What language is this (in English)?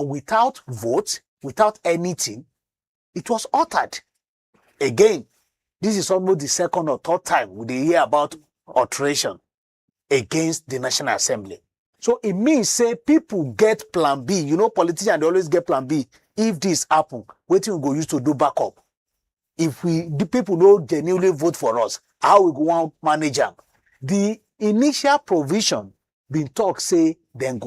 Nigerian Pidgin